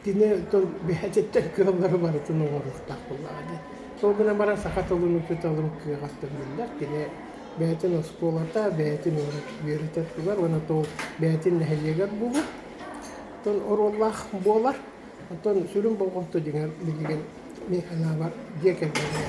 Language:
Yakut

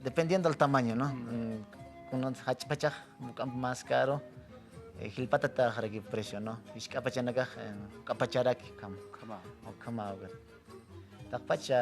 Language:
Aymara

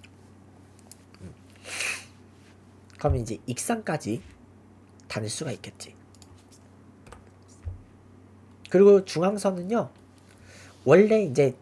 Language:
Korean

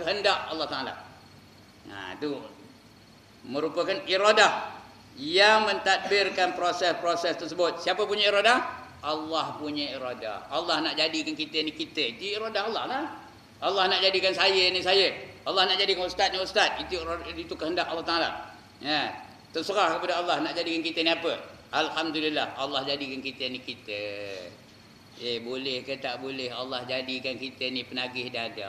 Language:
Malay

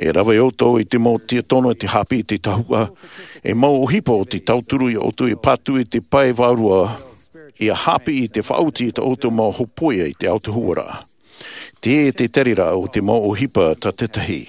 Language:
Tahitian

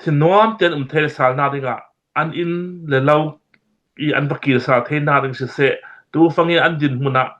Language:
Hakha Chin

